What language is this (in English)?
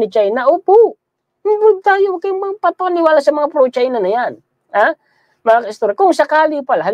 Filipino